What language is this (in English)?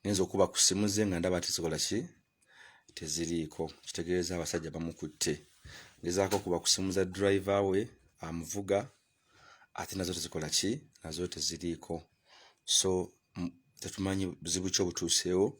Ganda